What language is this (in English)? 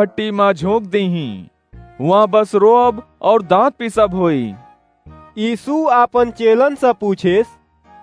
Awadhi